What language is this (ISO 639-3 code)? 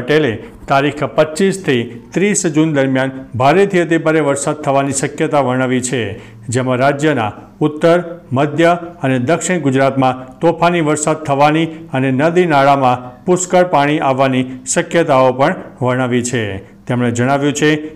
guj